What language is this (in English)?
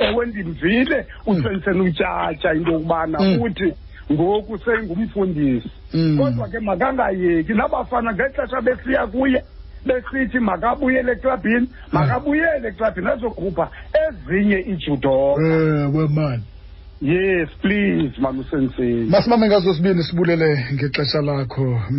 Xhosa